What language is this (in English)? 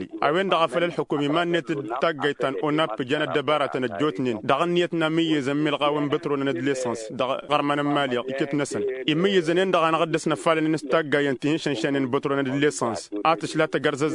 Tamasheq